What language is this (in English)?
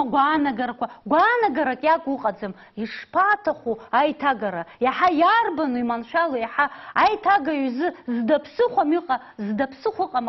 Abkhazian